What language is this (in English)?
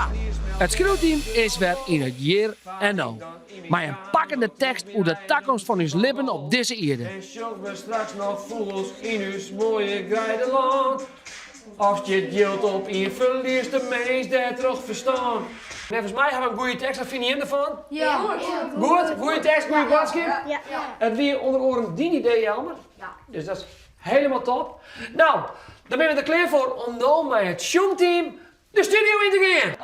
Western Frisian